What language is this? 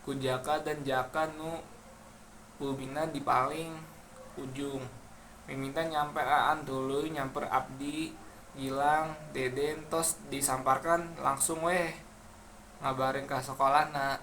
Sundanese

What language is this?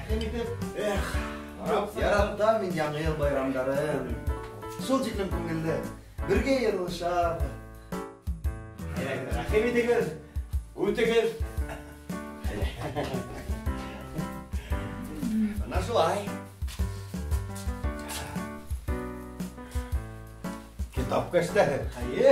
Bashkir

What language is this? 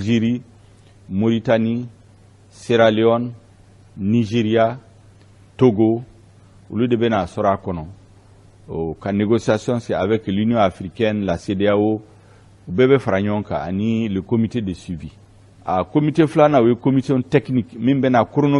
Bambara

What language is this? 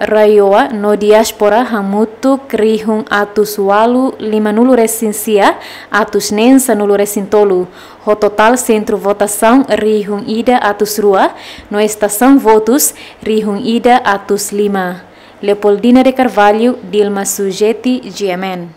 Tetum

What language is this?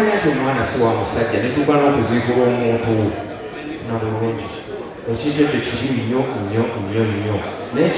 Ganda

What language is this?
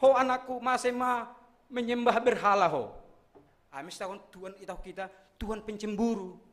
Batak Simalungun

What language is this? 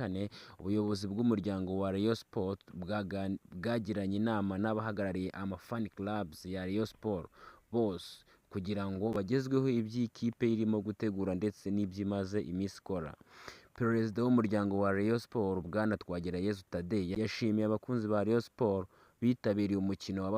Kinyarwanda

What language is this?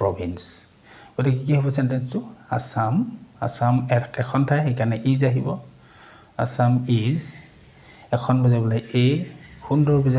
Assamese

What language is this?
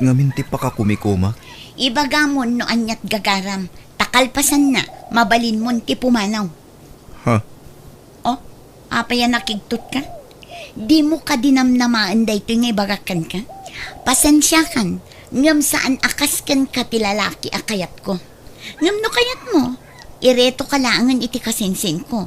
Iloko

